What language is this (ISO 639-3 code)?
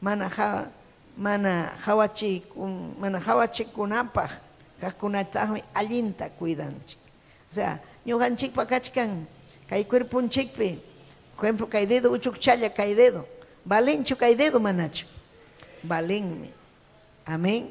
quy